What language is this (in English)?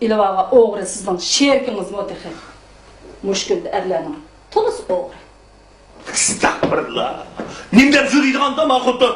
Uyghur